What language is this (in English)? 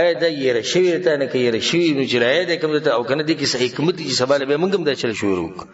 Pashto